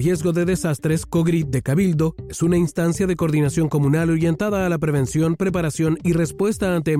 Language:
Spanish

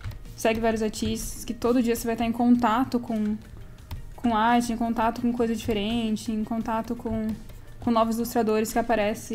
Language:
Portuguese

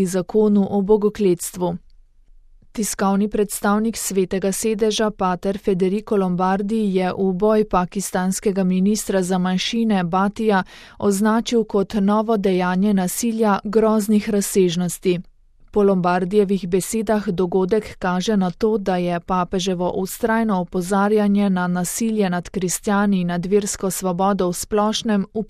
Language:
Slovenian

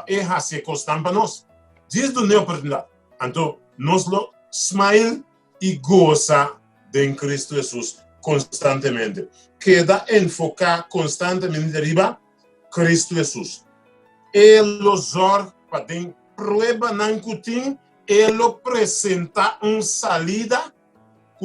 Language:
Papiamento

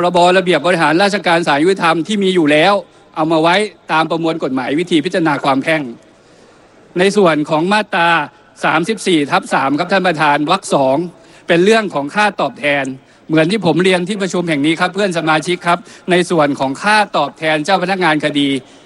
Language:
Thai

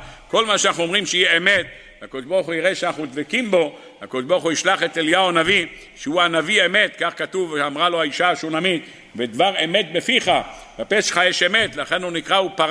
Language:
Hebrew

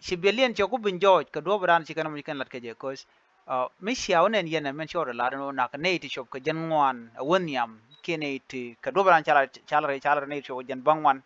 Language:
Nuer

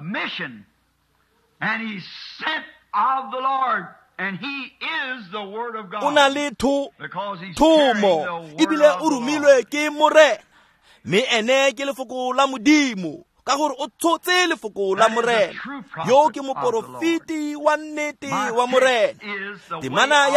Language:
Tswana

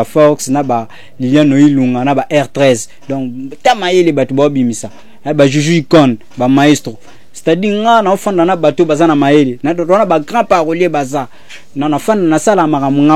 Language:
Lingala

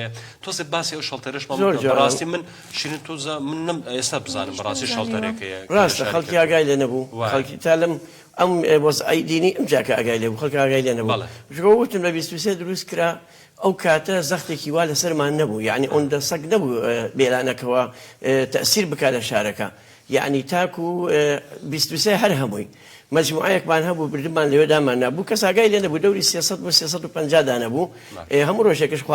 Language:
Central Kurdish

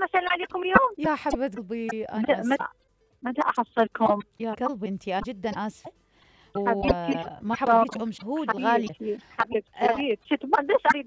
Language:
Mesopotamian Arabic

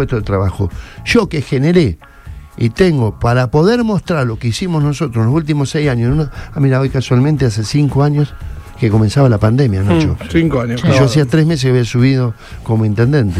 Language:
Spanish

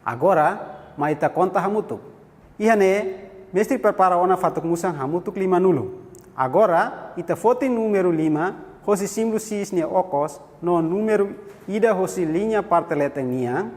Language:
Tetum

